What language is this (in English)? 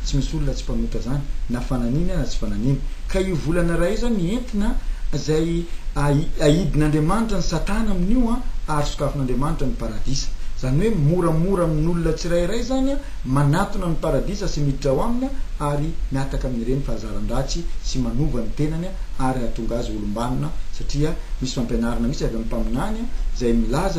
Malagasy